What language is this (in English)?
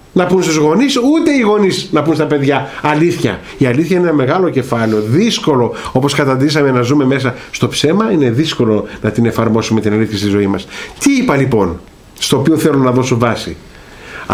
Greek